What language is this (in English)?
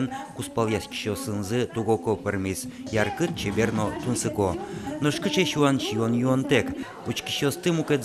Udmurt